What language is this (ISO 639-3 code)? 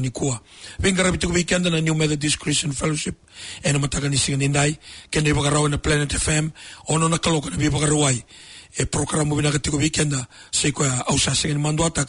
fij